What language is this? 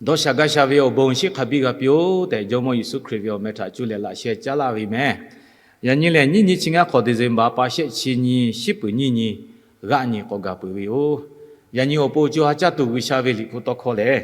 Lahu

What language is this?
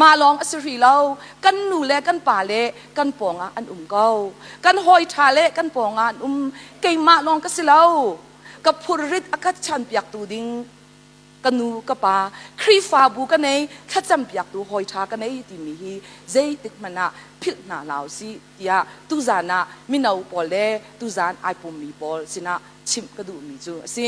Hakha Chin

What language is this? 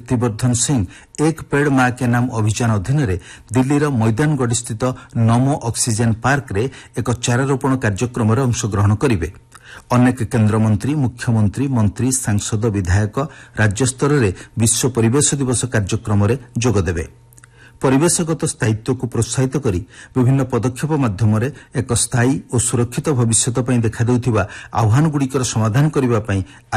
Odia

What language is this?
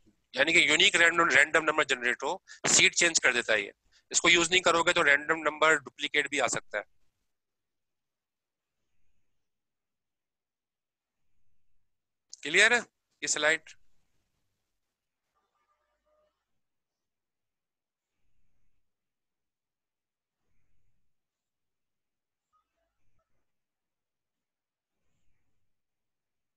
Hindi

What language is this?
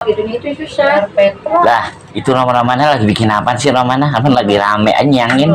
Betawi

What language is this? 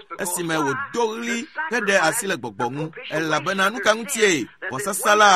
Ewe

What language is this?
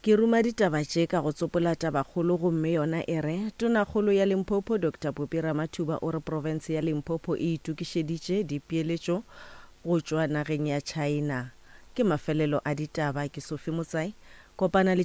Northern Sotho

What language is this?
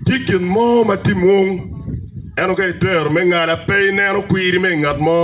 Acoli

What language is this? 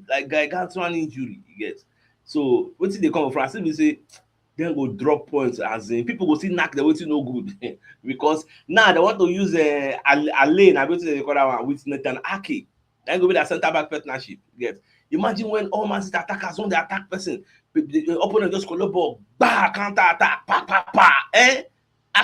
Nigerian Pidgin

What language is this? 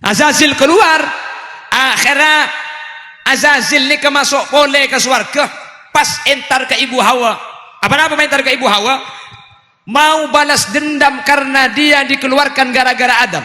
Madurese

